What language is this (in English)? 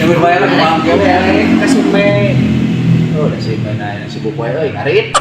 Sundanese